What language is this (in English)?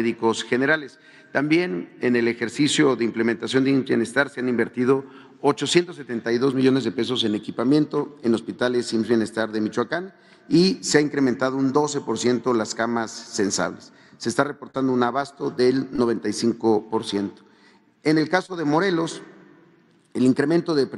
Spanish